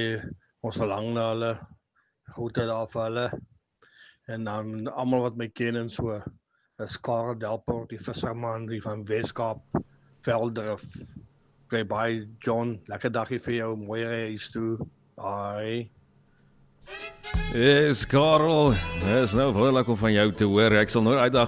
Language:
Afrikaans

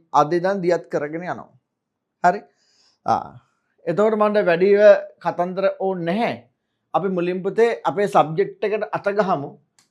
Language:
Sinhala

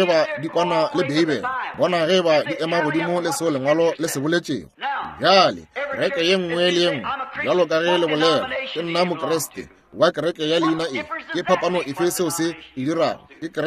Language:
Northern Sotho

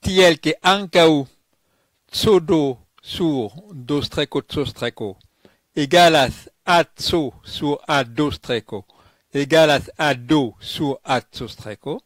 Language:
Esperanto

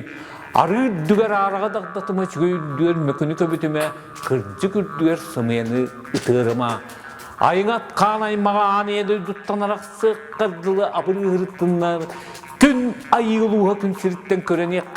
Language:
Yakut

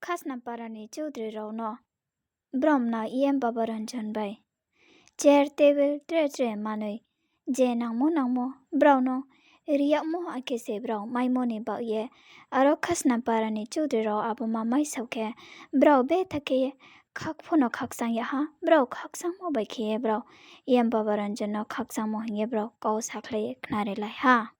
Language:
Riang (India)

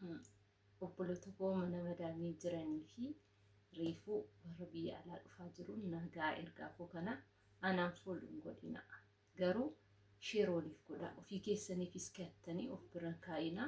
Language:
Oromo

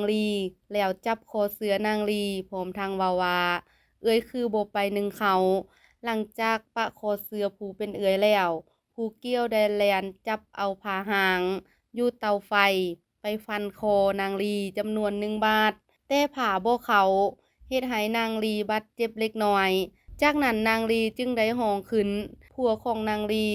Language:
Lao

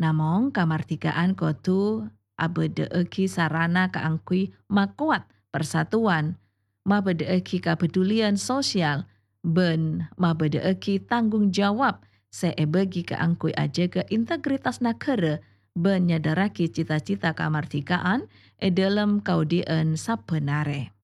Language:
Madurese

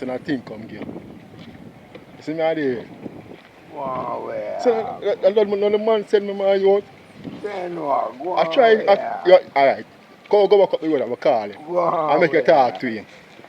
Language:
Jamaican Creole English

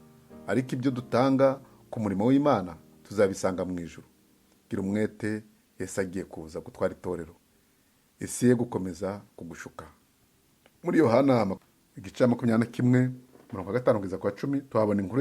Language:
Kinyarwanda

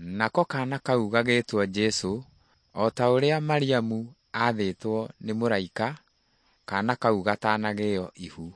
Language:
Kikuyu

